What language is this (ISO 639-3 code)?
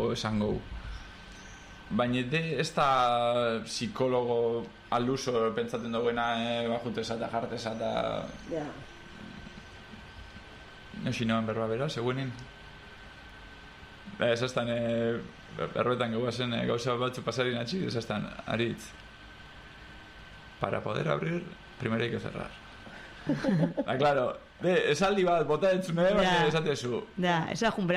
eus